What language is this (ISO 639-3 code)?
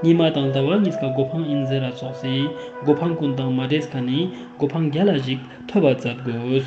lbj